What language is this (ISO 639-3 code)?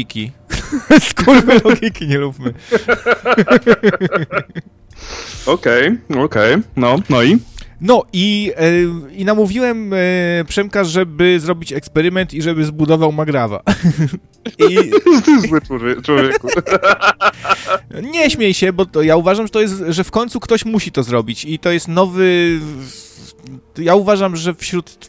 pol